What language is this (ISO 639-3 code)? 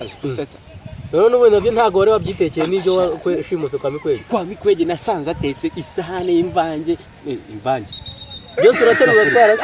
kin